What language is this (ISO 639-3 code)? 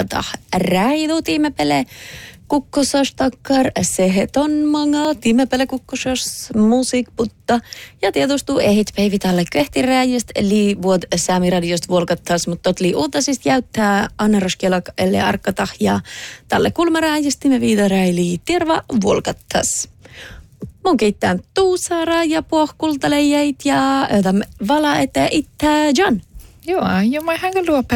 sme